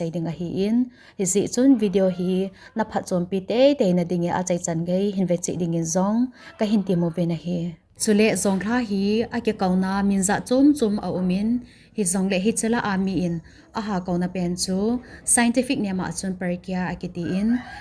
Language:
Thado Chin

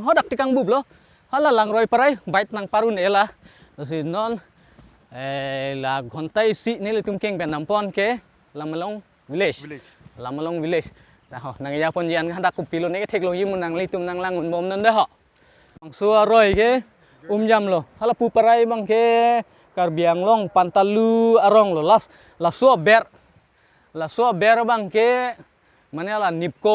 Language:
Karbi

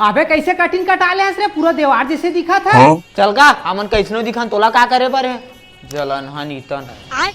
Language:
Chhattisgarhi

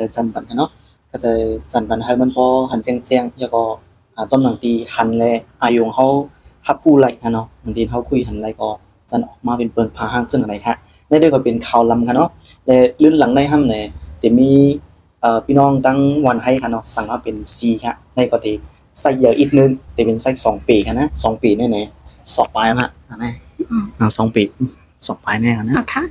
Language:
Shan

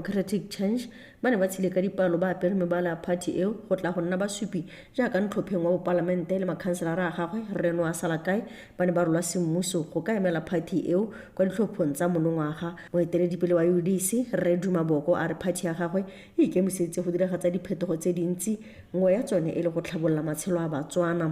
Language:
Tswana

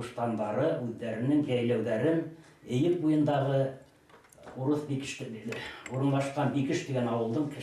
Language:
Bashkir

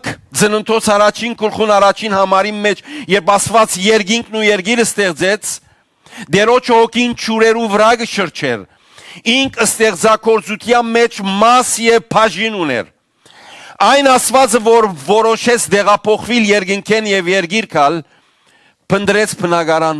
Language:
Western Armenian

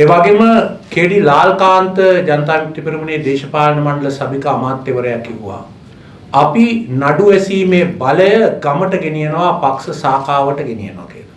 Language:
Sinhala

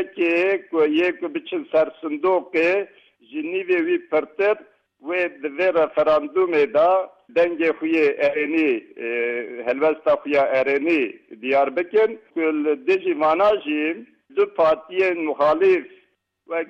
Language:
Kurdish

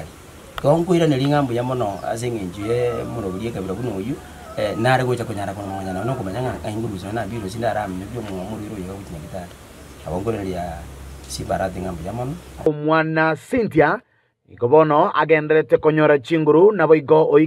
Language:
Gusii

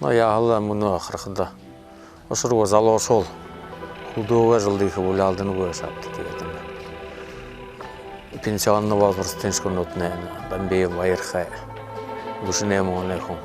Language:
Buriat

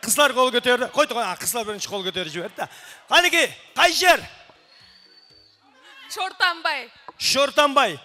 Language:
Kara-Kalpak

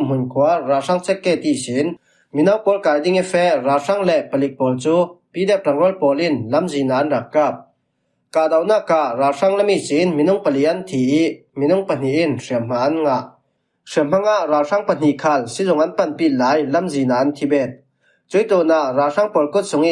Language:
Falam Chin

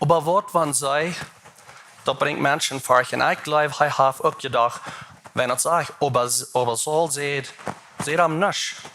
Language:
Plautdietsch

